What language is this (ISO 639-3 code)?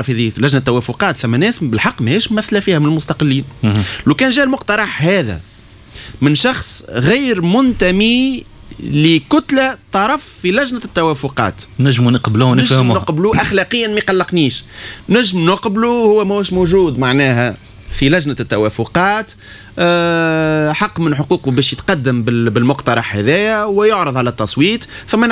aeb